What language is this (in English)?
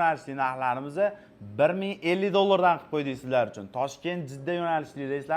Uzbek